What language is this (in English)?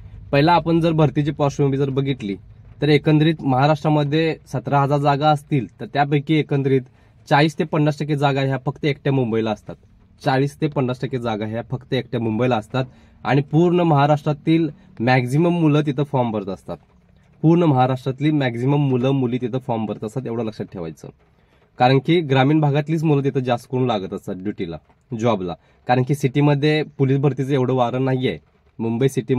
Marathi